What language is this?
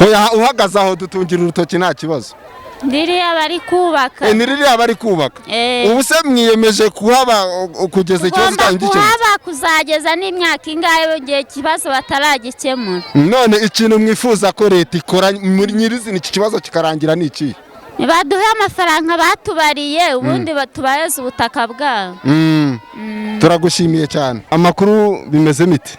Kinyarwanda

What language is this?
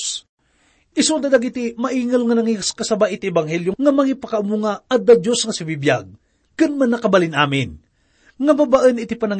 Iloko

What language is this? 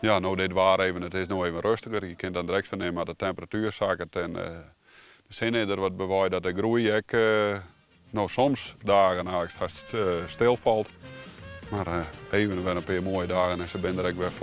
Western Frisian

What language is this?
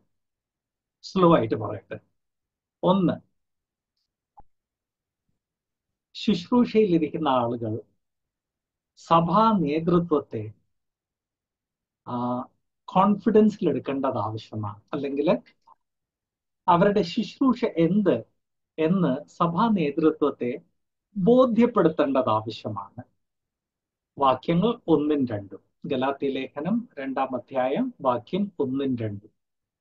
Malayalam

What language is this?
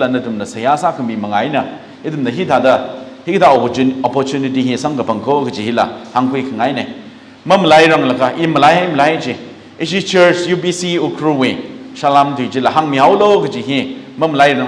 Tangkhul Naga (India)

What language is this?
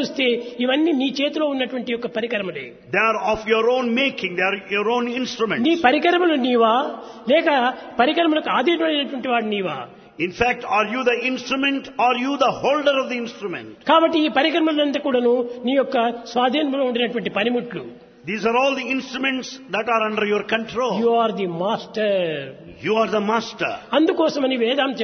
Telugu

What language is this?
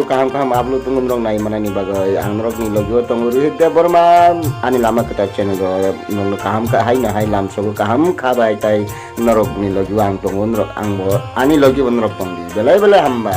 Kok Borok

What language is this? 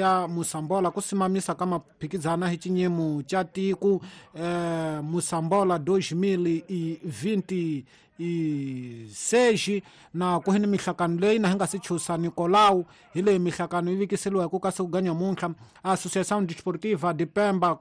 Tsonga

